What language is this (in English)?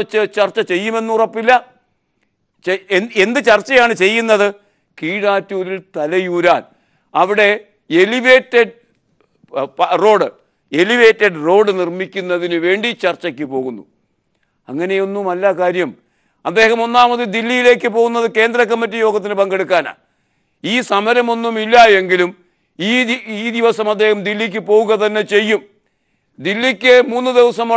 Malayalam